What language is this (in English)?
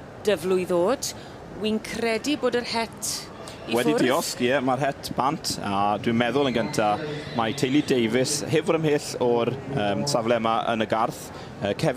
Welsh